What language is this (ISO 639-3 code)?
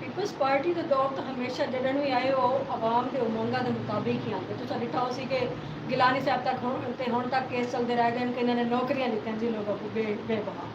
skr